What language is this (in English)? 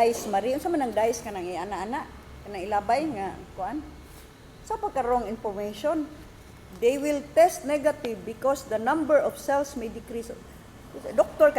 Cebuano